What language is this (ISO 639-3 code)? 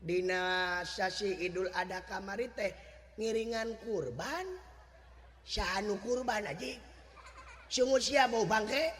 sun